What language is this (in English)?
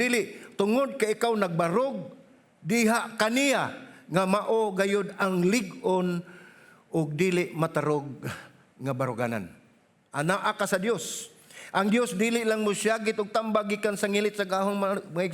Cebuano